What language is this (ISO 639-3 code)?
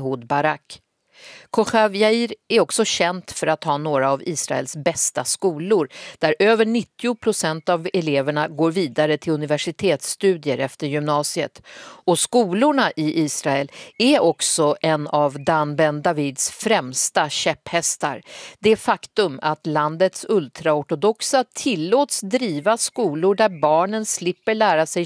swe